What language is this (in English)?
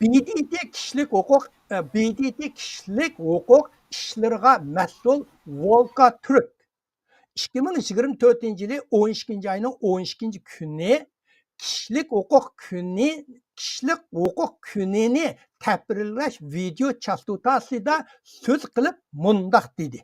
Uyghur